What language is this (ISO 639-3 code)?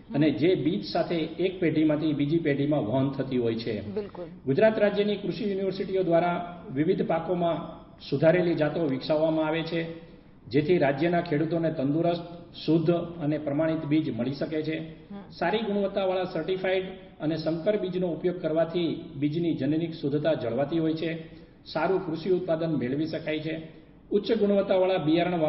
guj